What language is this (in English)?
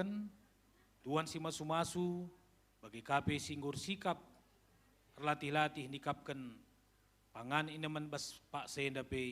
Batak Karo